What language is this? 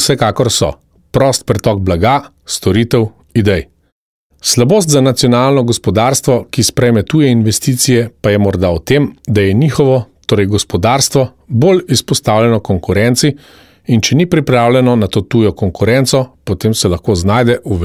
Slovenian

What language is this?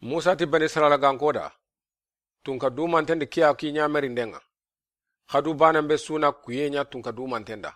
Soninke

